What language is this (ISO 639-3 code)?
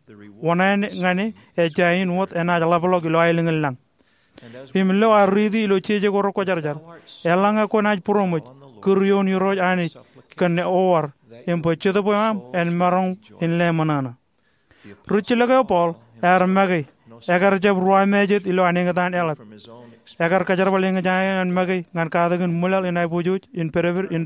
mah